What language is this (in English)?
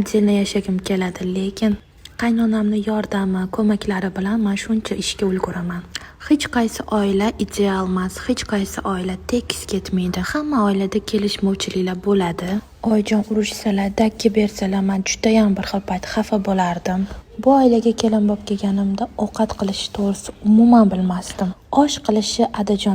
Uzbek